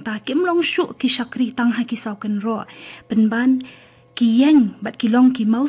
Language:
Khasi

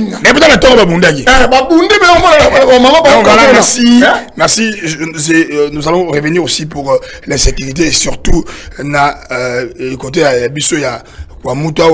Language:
Lingala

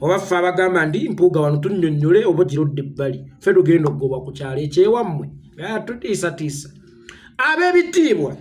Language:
Ganda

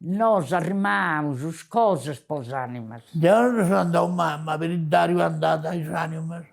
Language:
Sardinian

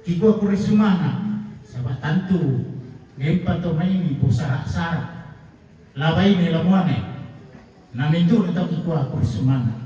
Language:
Toraja-Sa'dan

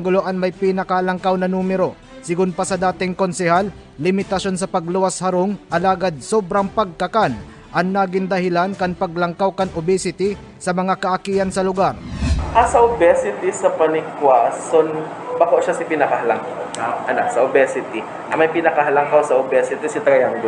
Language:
Bikol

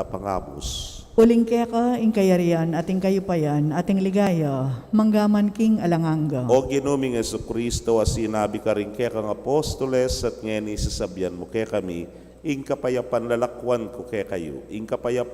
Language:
Pampanga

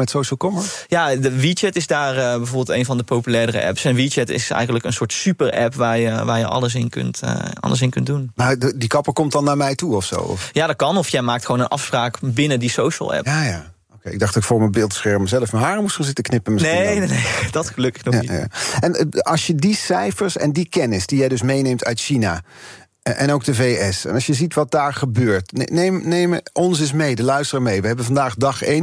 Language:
Dutch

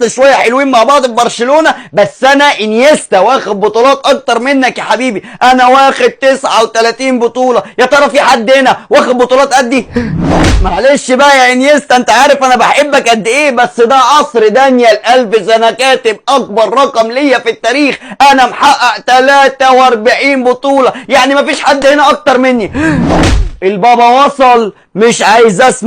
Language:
Egyptian Arabic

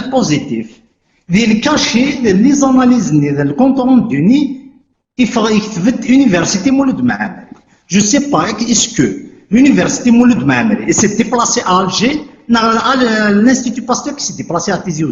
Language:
Kabyle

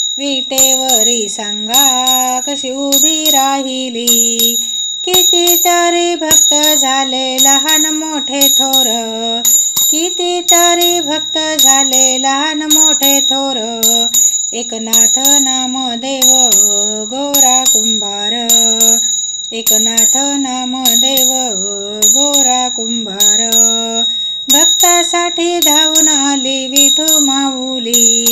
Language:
Marathi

